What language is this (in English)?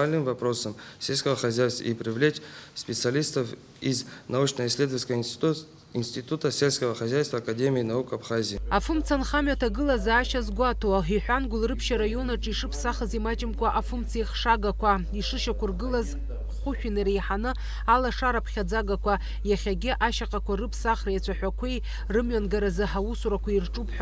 Abkhazian